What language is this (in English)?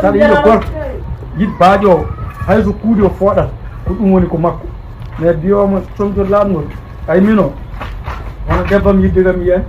Fula